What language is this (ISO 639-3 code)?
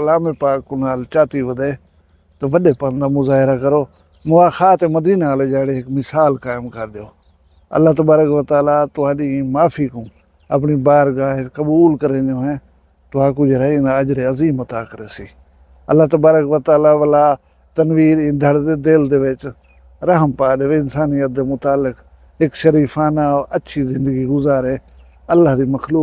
skr